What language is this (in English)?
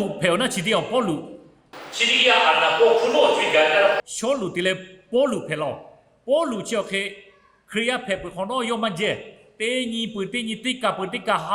Lahu